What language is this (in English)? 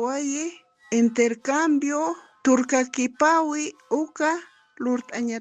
Aymara